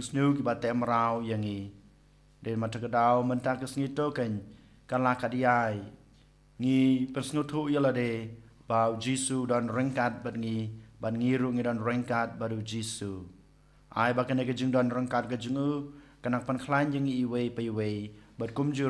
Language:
Khasi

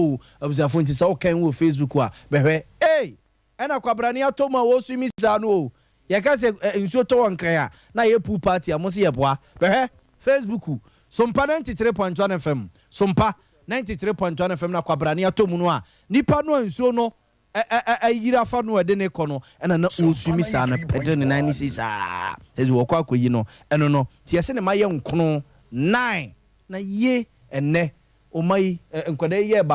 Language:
Akan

